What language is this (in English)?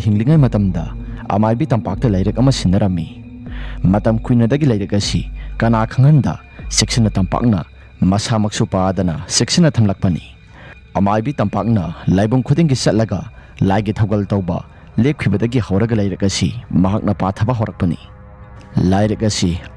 Manipuri